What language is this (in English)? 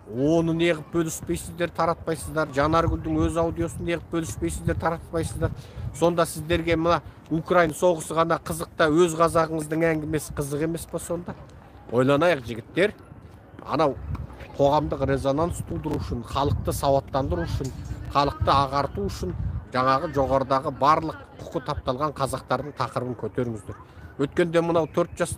Kazakh